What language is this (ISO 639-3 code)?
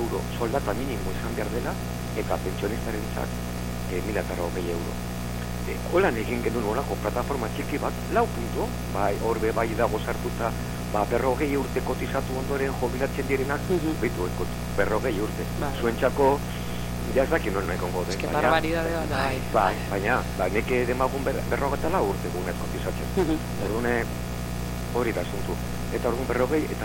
eus